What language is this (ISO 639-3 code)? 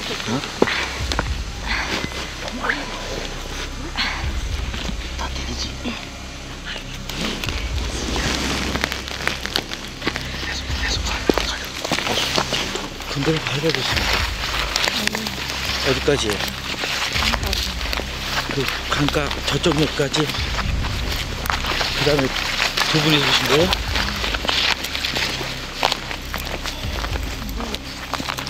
kor